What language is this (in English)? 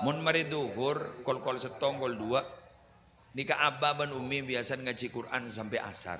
Madurese